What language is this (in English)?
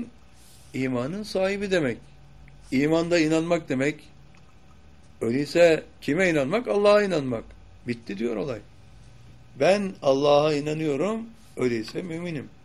Turkish